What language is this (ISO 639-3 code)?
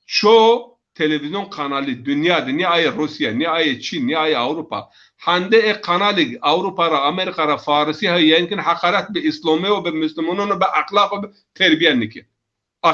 zza